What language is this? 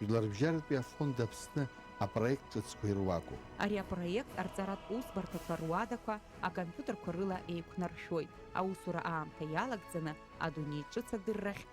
Abkhazian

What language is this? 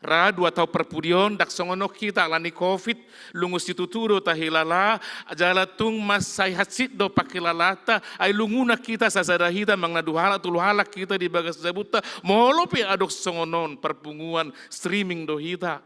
Batak Toba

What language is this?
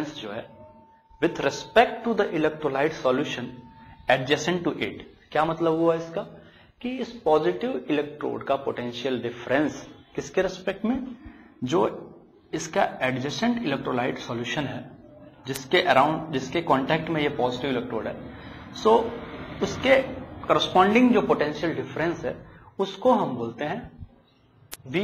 Hindi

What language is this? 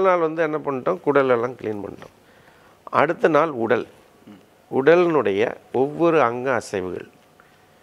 Tamil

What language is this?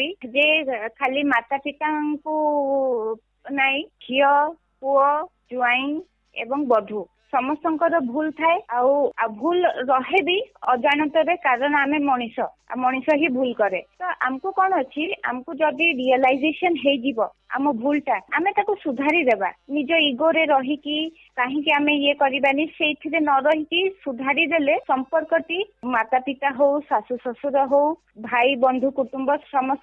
Odia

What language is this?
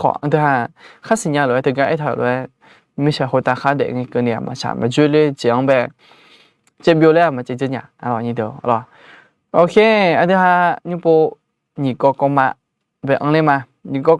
Akha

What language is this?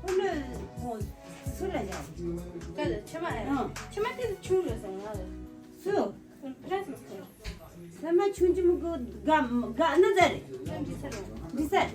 Tibetan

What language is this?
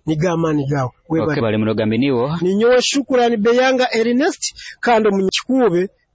Nyoro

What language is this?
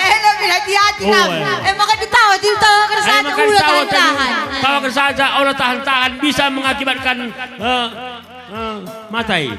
Batak Karo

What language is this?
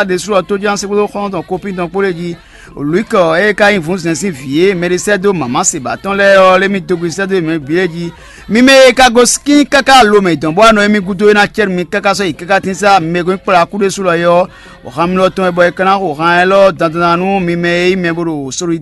Fon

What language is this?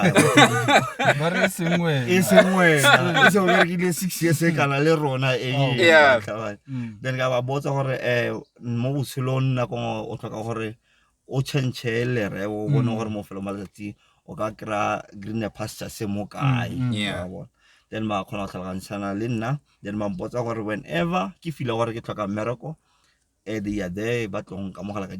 Tswana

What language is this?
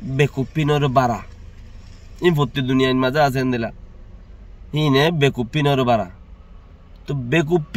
Rohingya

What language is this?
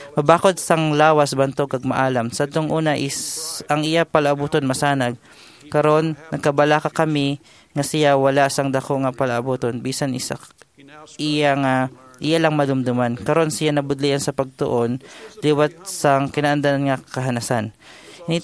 Hiligaynon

